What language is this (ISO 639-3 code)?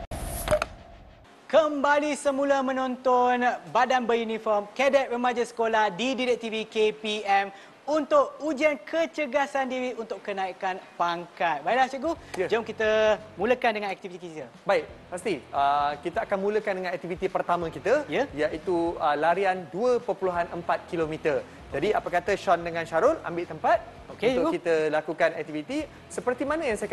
msa